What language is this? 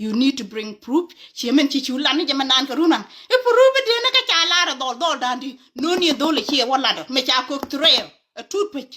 Nuer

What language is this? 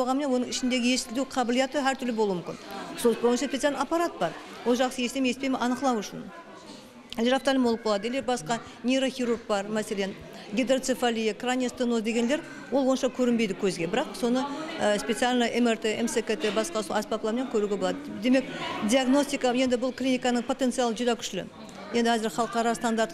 Kara-Kalpak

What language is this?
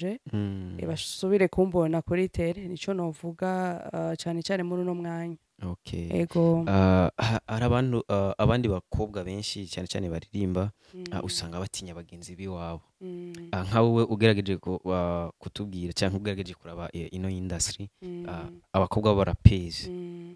Rundi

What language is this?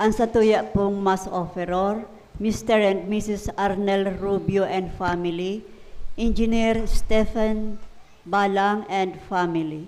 Bikol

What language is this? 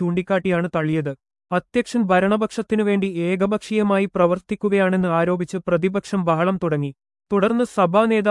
Malayalam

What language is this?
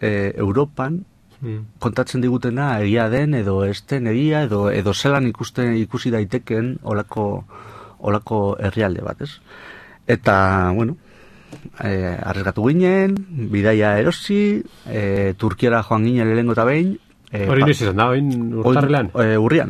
Basque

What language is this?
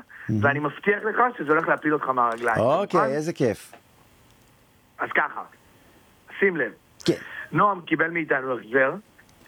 Hebrew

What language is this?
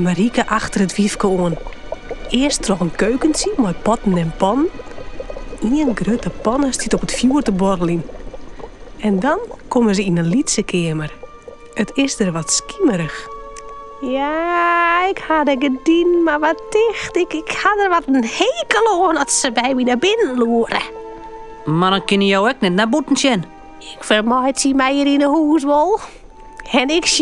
Western Frisian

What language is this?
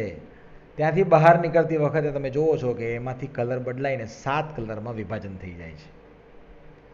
Gujarati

